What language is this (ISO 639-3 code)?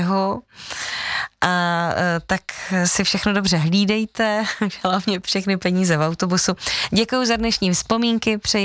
ces